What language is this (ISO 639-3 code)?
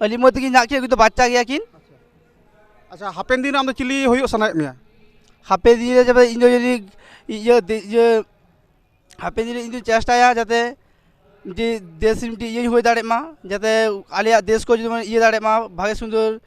sat